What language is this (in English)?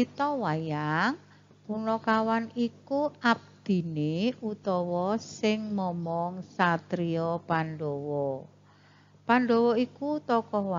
Javanese